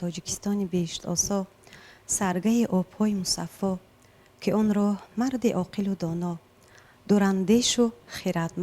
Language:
Tajik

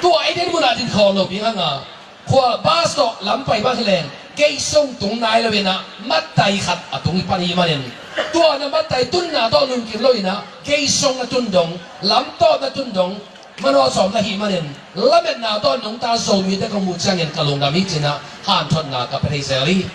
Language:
Tedim Chin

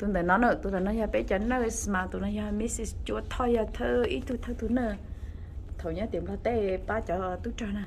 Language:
Hmong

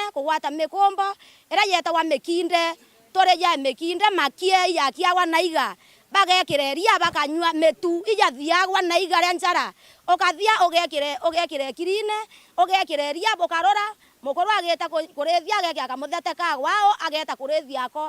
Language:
Meru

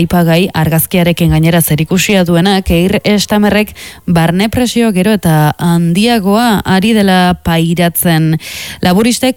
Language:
Basque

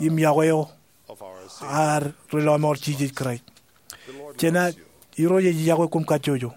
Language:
Marshallese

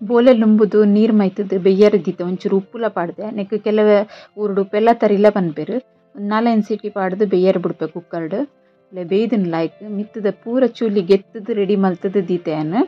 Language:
Tulu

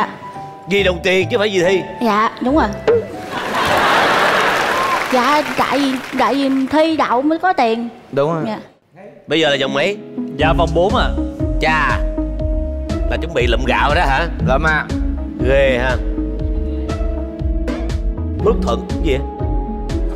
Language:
Vietnamese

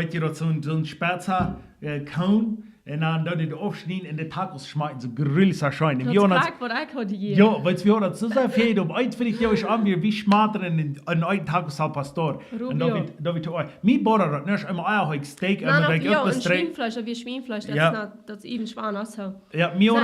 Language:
Plautdietsch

